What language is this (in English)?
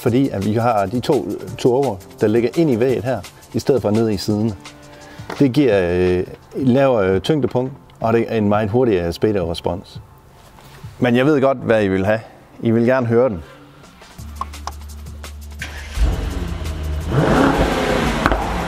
Danish